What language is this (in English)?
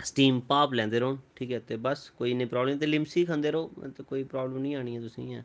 Dogri